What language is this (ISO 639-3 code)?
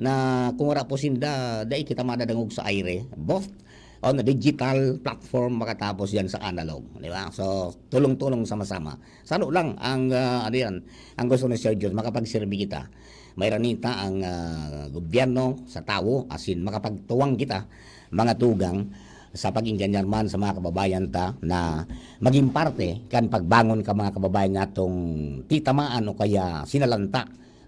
bik